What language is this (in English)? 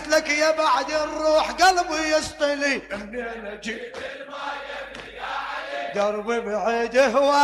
Mesopotamian Arabic